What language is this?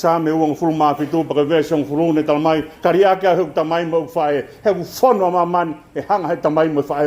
Tongan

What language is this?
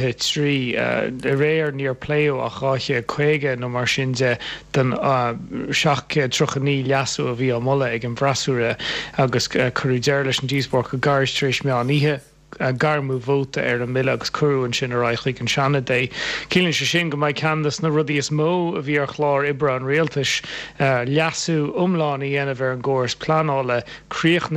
Irish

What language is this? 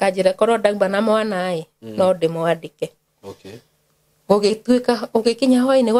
Kikuyu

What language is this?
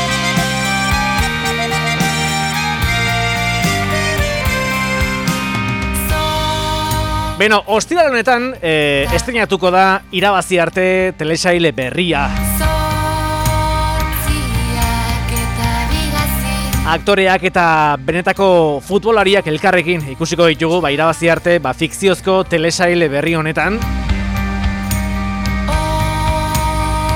Basque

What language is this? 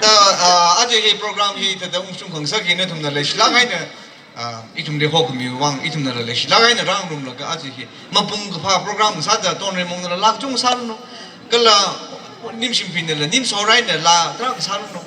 Tangkhul Naga (India)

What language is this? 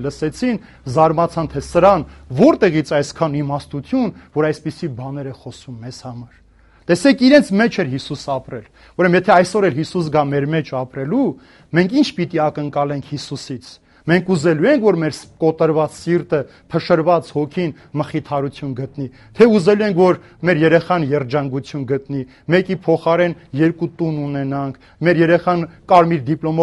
Armenian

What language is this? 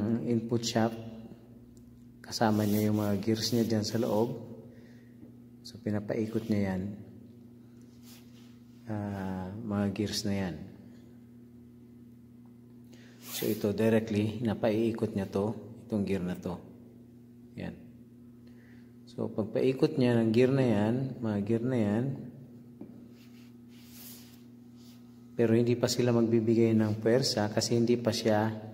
Filipino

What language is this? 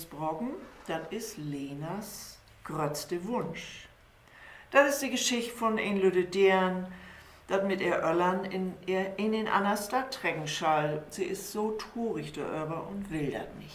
Low German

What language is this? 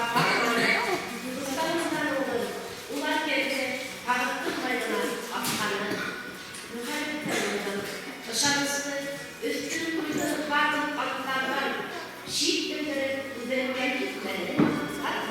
Bashkir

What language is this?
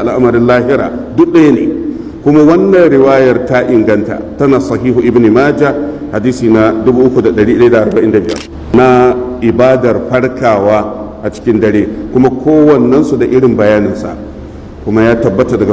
Hausa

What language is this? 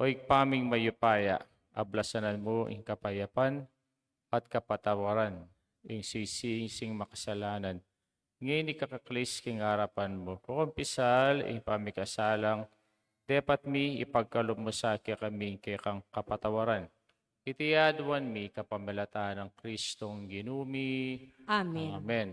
Pampanga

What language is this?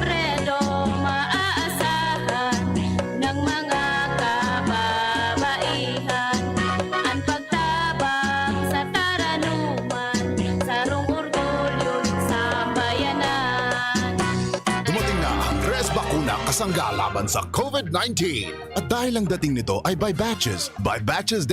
Bikol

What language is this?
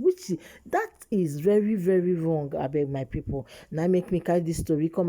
Nigerian Pidgin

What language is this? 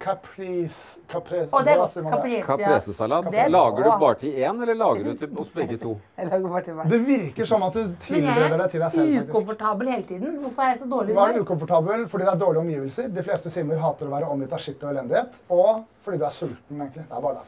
Norwegian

